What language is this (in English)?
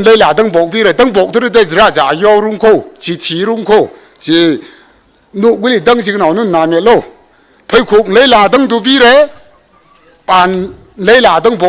Tangkhul Naga (India)